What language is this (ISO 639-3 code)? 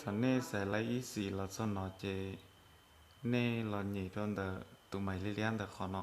hmn